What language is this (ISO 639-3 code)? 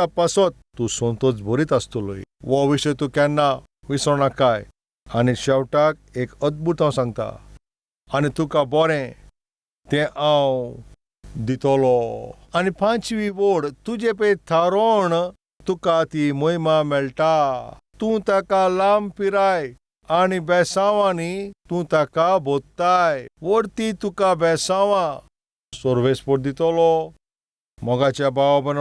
kok